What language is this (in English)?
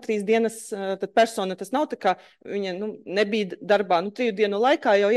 Latvian